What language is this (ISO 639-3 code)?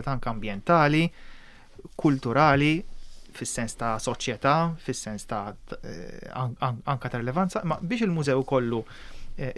mlt